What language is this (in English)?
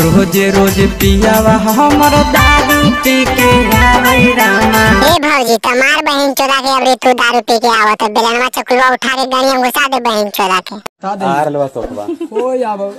Magahi